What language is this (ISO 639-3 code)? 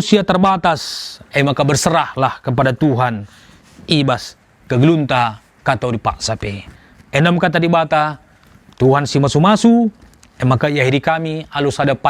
btx